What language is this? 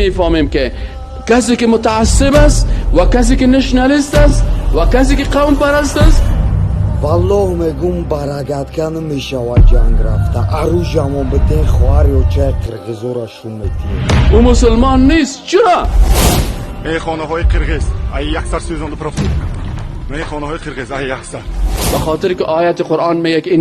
Persian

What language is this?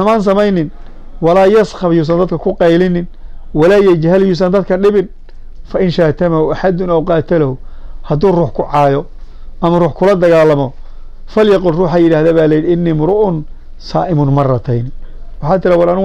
Somali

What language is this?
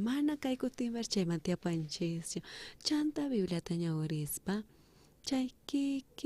South Bolivian Quechua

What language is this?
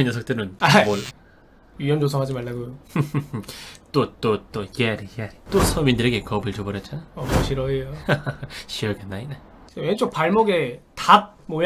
Korean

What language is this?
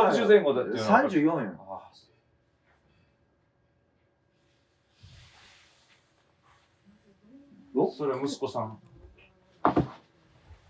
Japanese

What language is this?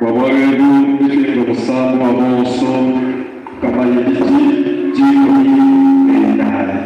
Luba-Lulua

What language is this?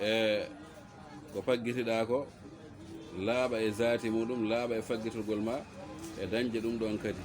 Fula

